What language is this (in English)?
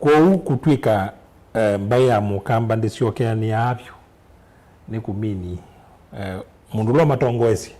Kamba